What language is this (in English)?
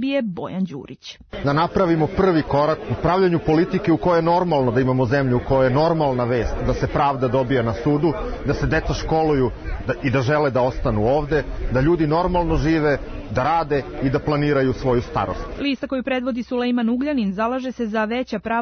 Serbian